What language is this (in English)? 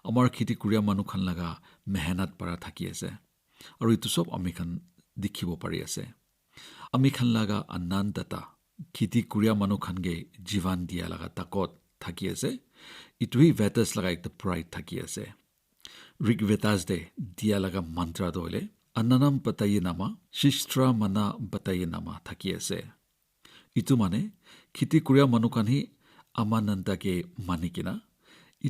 Naga Pidgin